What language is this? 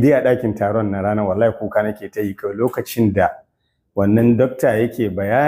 Hausa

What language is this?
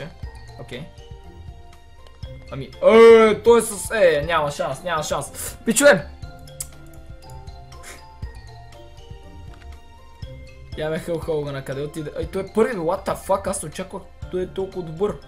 Bulgarian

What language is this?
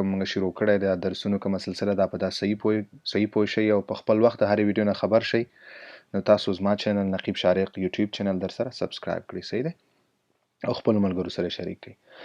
Pashto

